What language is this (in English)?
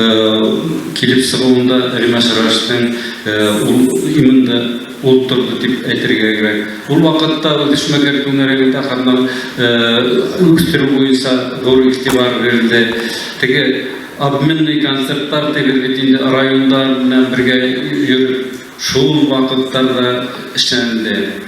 Bashkir